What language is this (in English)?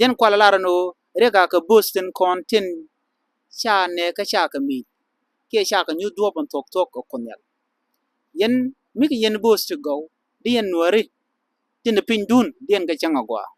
Nuer